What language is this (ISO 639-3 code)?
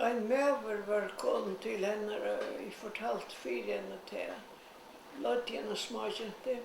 fao